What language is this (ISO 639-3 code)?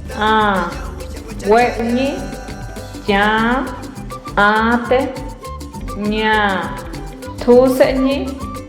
pbb